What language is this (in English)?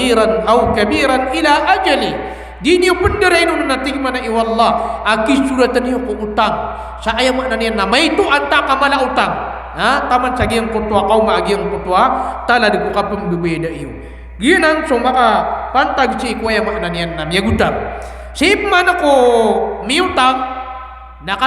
Maranao